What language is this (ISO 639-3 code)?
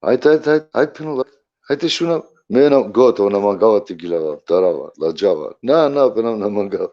rmn